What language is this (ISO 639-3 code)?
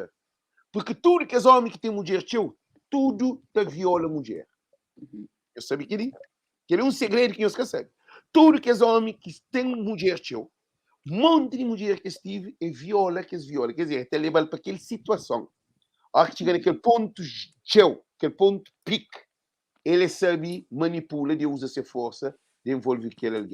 kea